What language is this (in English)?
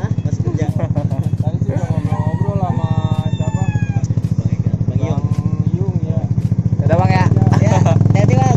Betawi